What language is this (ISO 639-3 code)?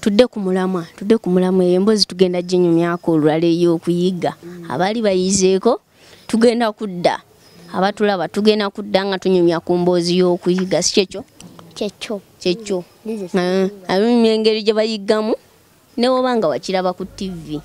lug